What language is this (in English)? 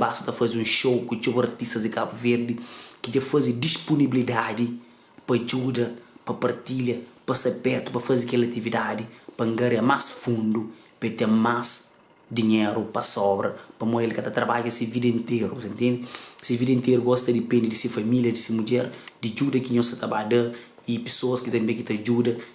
Kabuverdianu